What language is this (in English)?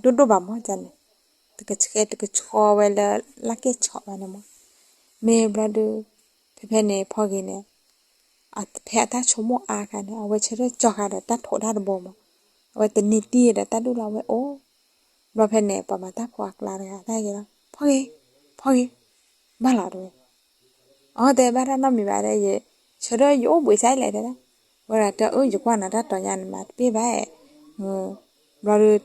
S'gaw Karen